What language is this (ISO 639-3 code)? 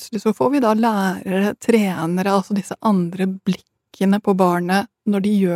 nor